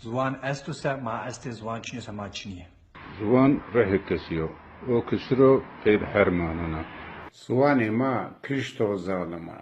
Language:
Zaza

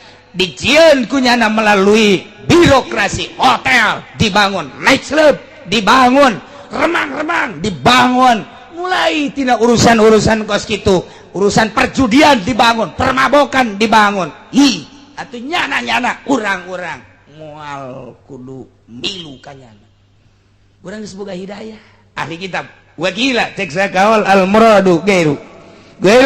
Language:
Sundanese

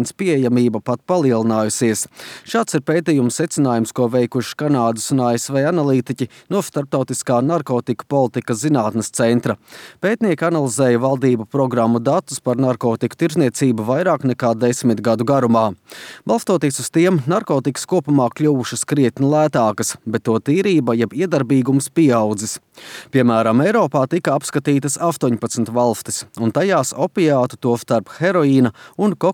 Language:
Latvian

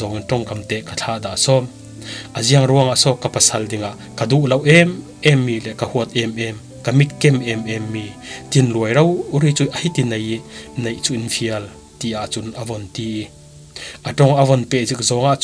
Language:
Falam Chin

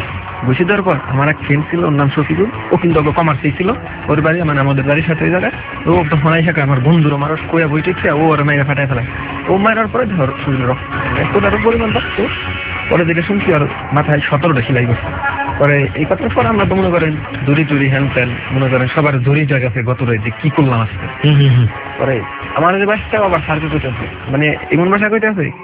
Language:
Bangla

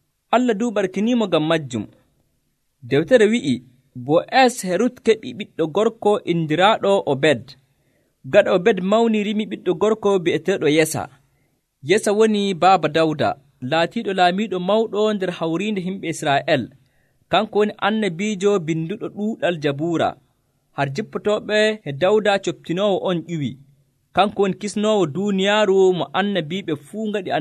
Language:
Nigerian Fulfulde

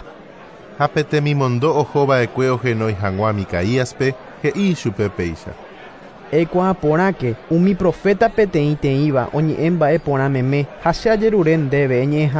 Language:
Guarani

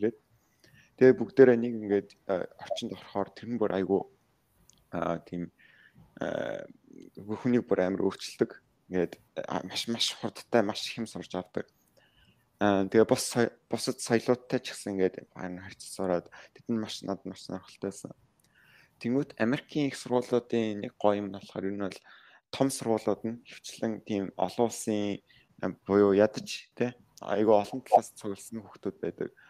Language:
Mongolian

